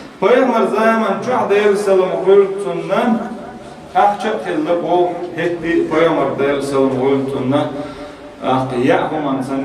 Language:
Chechen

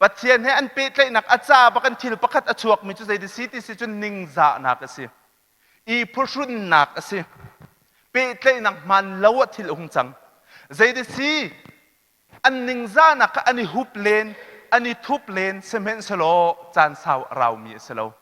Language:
Hakha Chin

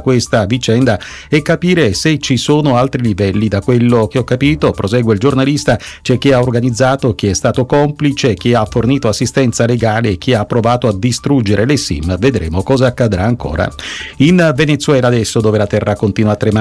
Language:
Italian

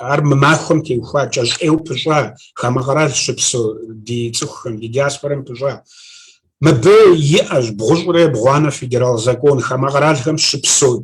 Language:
Kabardian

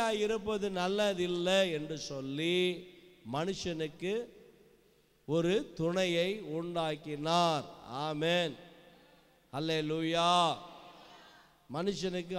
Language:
Tamil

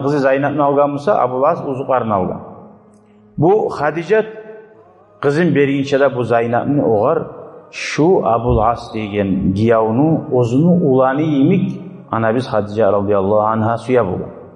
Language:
Kumyk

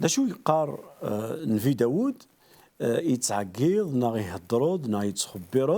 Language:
Kabyle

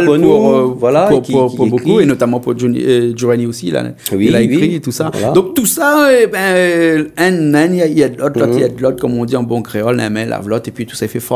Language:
Réunion Creole French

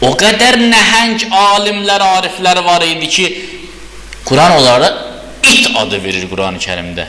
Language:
Azerbaijani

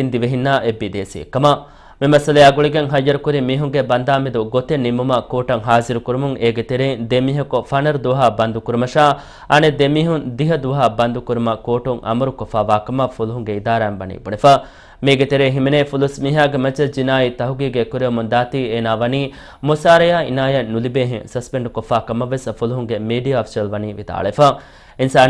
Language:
Divehi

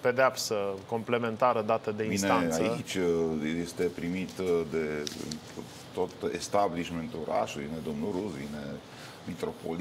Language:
Romanian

